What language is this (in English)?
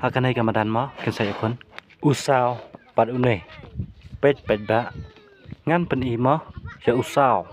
Khasi